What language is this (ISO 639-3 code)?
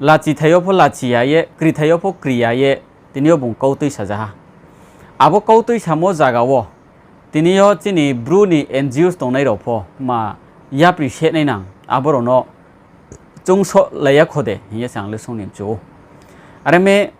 ria